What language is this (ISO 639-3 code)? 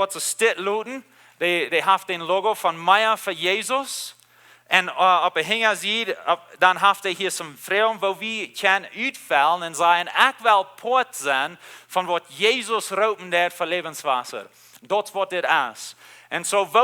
pdt